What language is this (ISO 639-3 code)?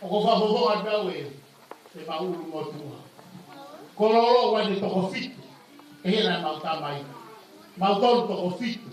ton